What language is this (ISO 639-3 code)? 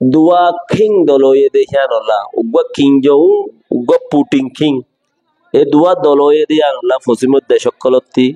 rhg